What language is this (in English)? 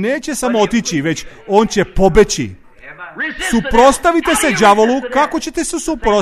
Serbian